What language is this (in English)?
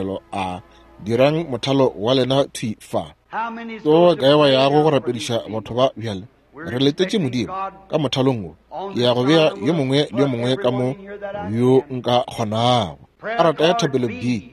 Northern Sotho